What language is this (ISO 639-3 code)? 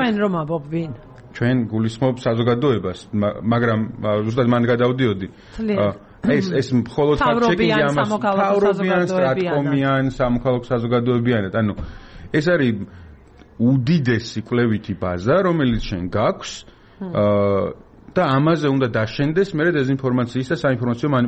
kat